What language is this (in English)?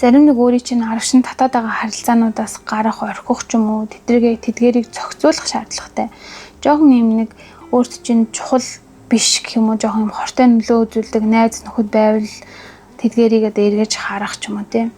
Mongolian